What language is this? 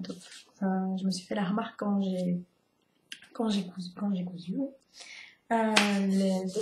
French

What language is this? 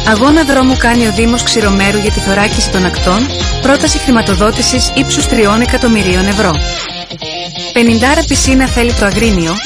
Greek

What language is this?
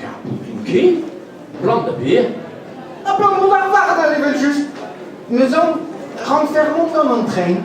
Breton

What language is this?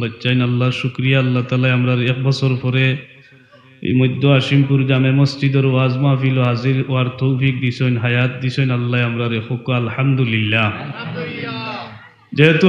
Sylheti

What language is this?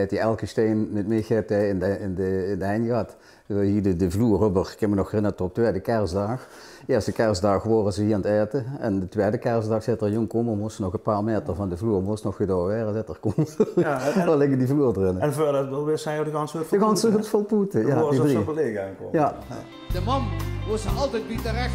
Limburgish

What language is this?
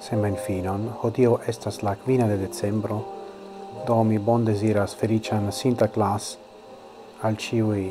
Esperanto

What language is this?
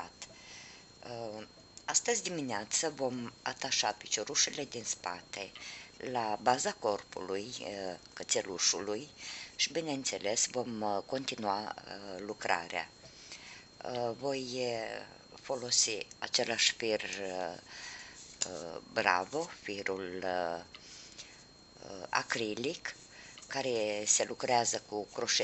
Romanian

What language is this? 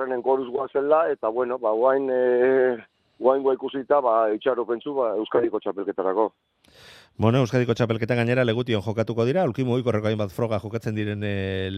Basque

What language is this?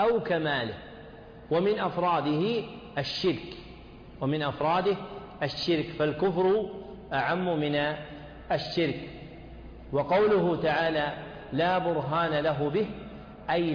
Arabic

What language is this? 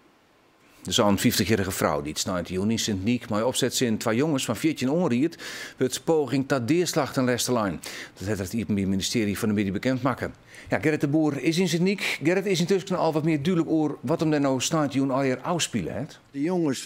Western Frisian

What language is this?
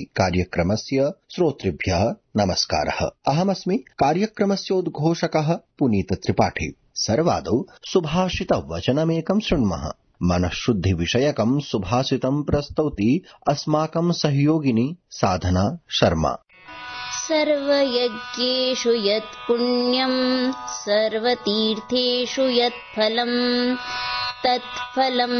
Sanskrit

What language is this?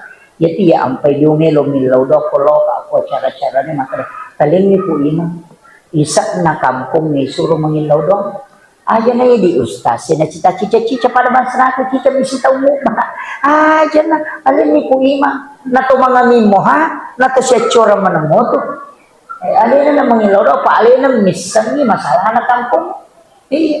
Buginese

